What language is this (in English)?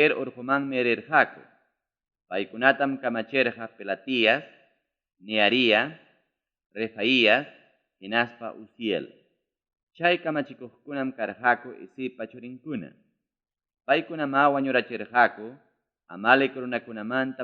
Ayacucho Quechua